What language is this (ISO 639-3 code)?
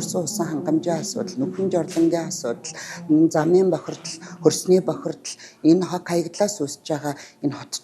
mon